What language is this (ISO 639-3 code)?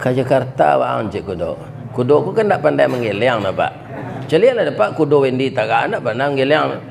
min